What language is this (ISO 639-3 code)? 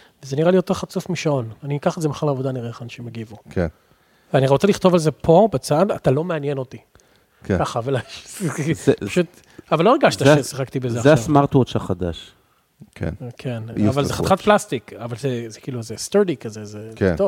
heb